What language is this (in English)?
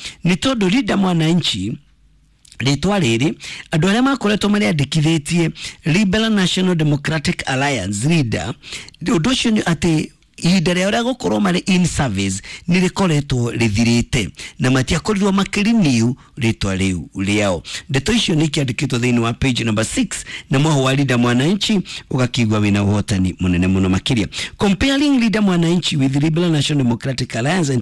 Kikuyu